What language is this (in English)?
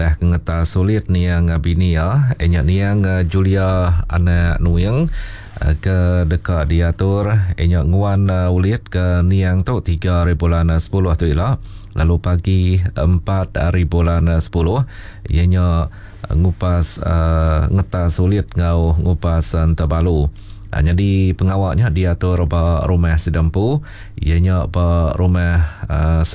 Iban